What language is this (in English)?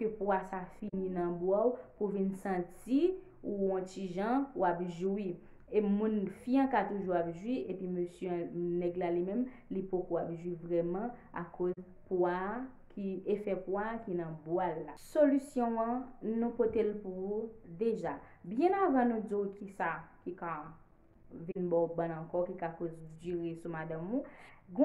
Haitian Creole